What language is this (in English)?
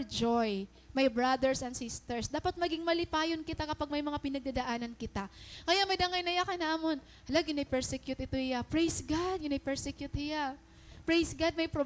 Waray